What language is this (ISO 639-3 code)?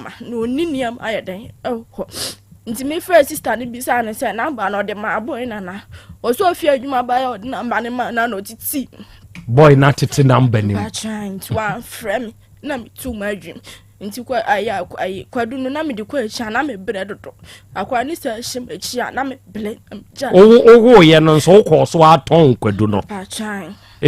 aka